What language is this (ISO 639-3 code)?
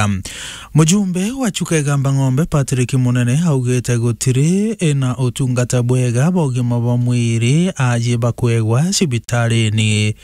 mer